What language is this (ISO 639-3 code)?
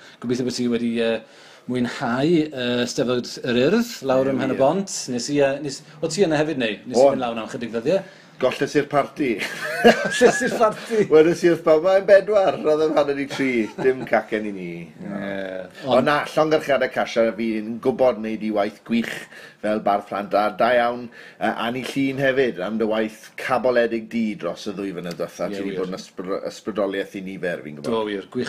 cym